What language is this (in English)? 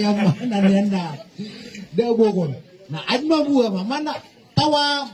Maranao